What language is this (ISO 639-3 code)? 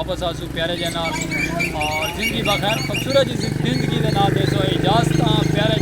skr